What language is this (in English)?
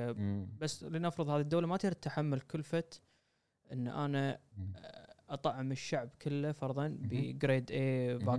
Gulf Arabic